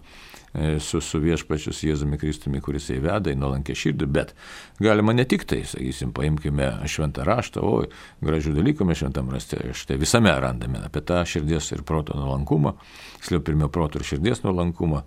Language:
Lithuanian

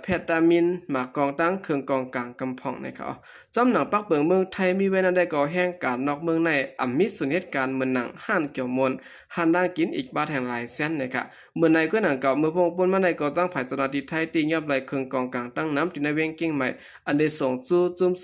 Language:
Shan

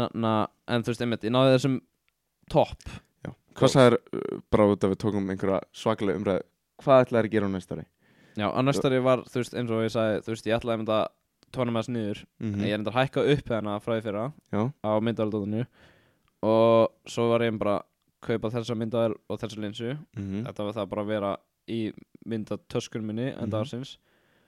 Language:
Icelandic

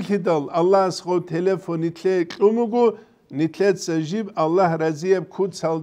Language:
Avaric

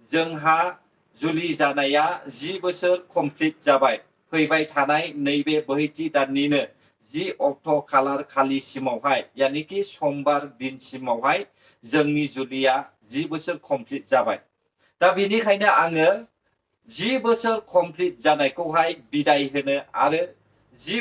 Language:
Bodo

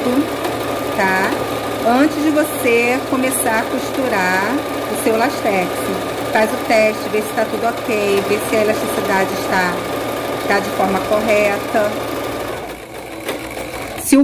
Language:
Portuguese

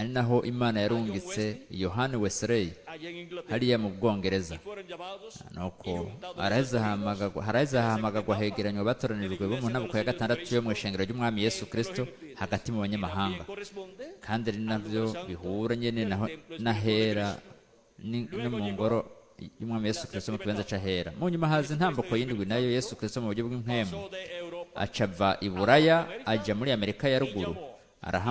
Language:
Rundi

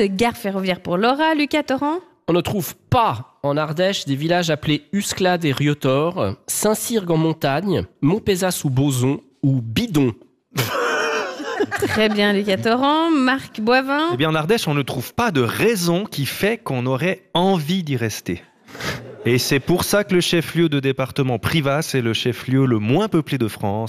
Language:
French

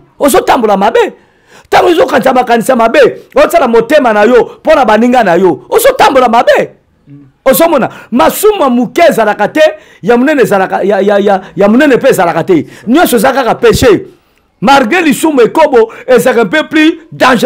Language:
Lingala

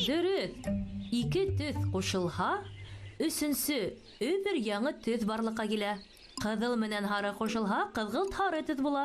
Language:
Bashkir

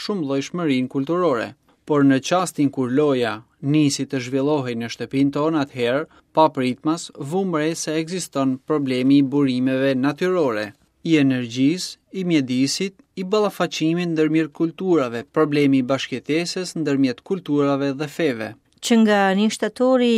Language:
Albanian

